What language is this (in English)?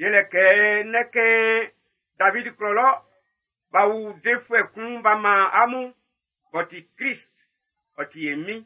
Baoulé